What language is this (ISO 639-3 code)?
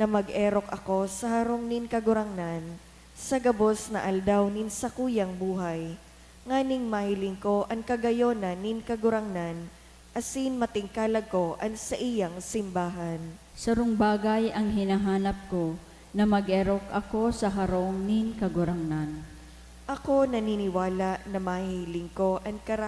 bik